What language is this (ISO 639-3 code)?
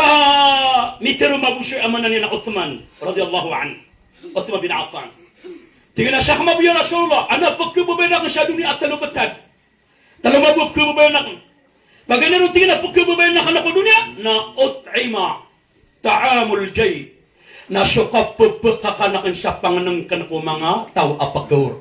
mrw